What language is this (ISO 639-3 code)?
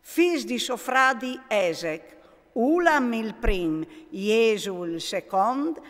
fur